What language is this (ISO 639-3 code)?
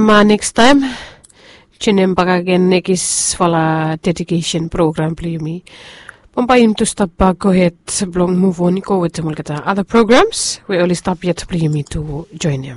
bis